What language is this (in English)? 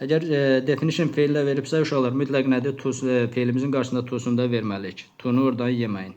Azerbaijani